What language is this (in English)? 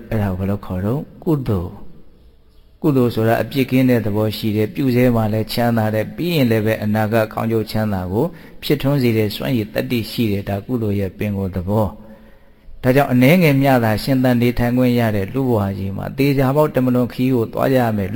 Burmese